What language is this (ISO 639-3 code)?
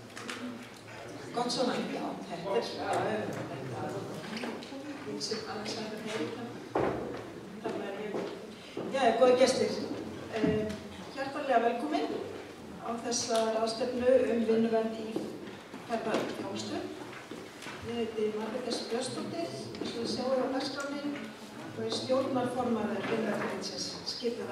isl